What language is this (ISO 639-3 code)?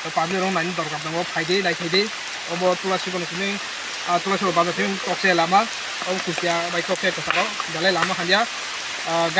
trp